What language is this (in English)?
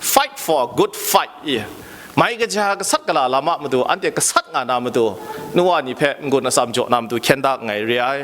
Kachin